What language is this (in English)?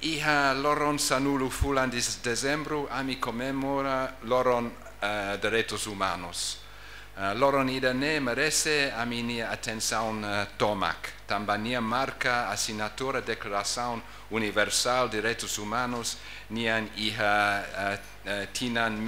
Tetum